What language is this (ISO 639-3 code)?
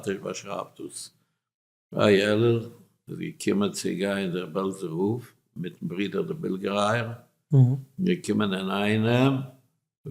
yid